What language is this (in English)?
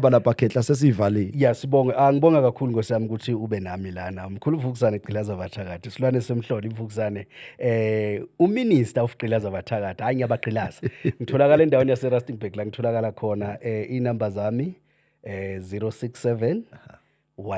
Zulu